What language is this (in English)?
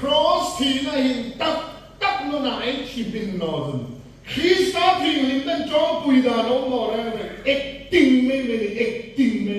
Hmar